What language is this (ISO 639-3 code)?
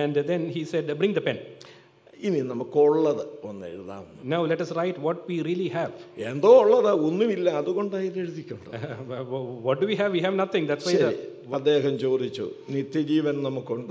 mal